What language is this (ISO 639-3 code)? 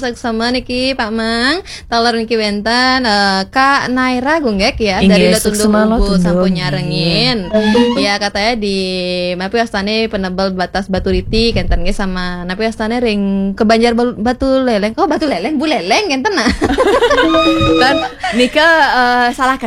ban